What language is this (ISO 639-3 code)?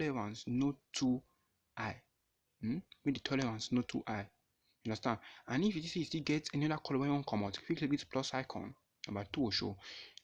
pcm